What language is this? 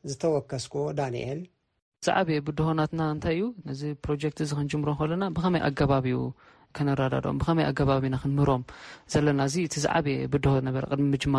Tigrinya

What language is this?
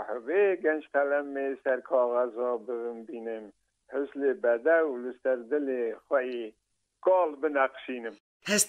Kurdish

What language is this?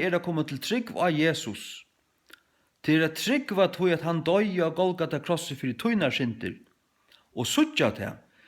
Faroese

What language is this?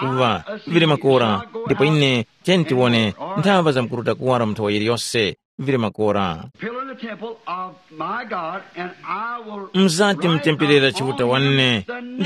Tumbuka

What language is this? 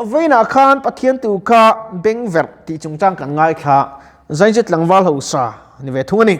Mizo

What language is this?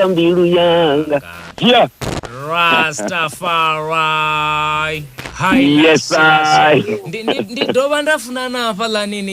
Venda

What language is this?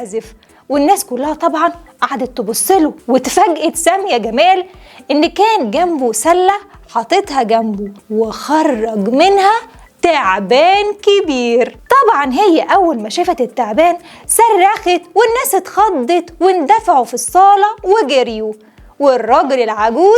Egyptian Arabic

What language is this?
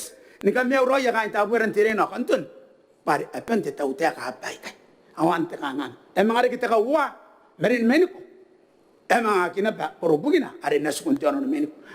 Gilbertese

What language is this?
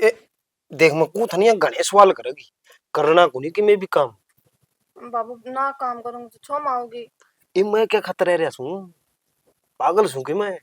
Haryanvi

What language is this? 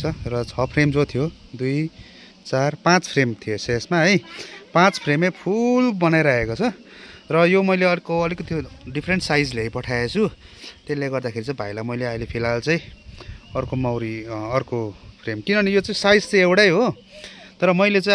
Nepali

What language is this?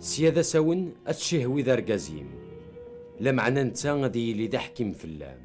Kabyle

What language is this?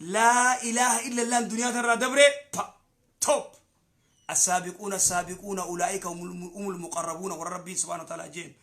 Oromo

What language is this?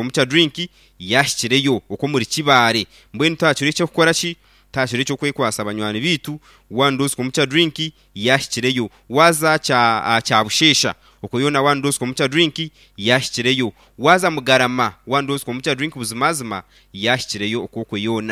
Nyankole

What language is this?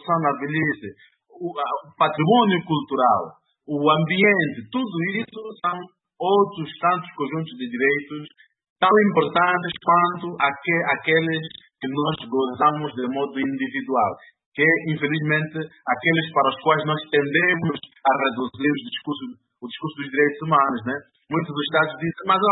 Portuguese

